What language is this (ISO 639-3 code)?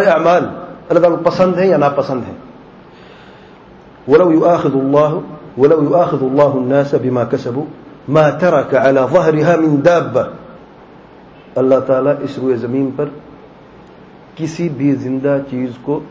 urd